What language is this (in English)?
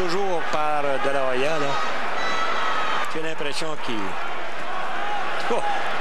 French